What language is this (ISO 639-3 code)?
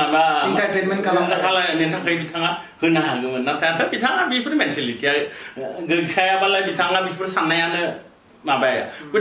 brx